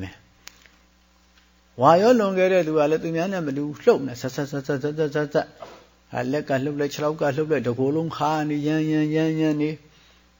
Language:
Burmese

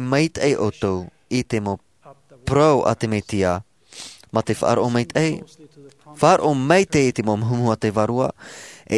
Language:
Tahitian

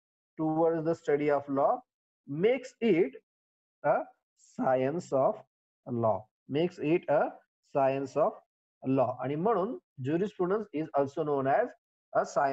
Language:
Marathi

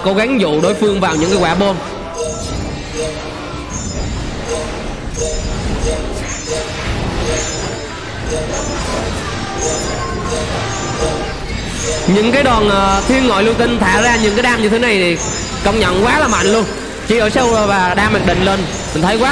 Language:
Vietnamese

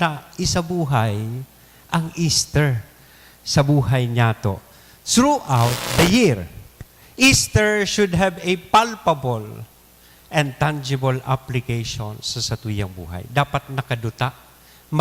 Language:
Bikol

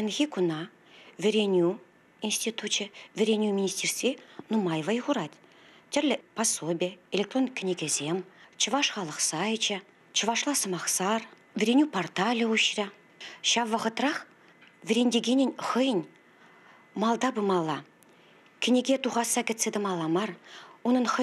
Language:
Chuvash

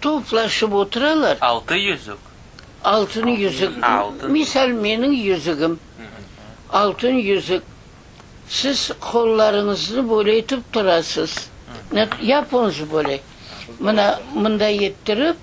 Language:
Crimean Tatar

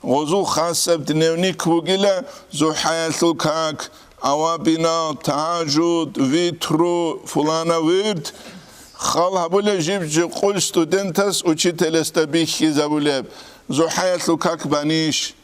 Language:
Avaric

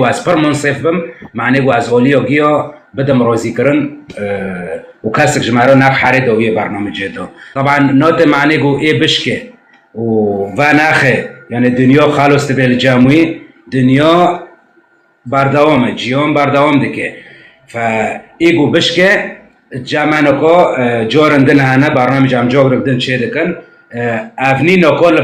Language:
Kurdish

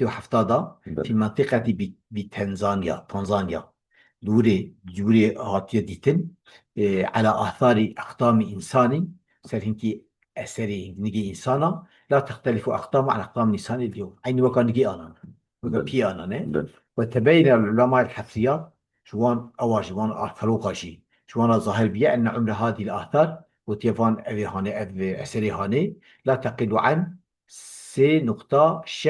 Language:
Kurdish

